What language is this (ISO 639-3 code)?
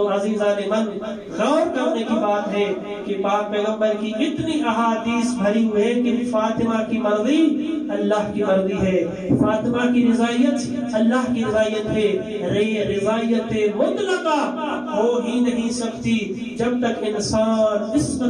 urd